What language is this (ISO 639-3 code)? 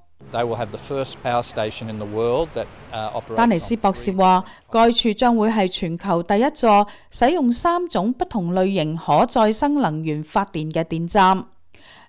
yue